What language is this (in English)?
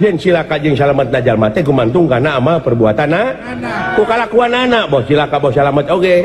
Sundanese